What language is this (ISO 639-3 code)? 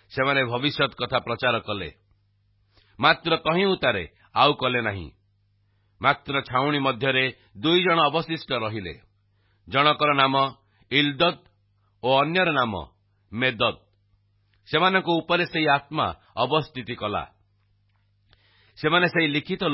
ori